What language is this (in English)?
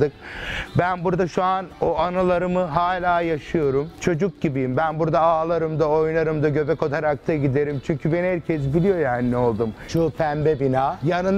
Turkish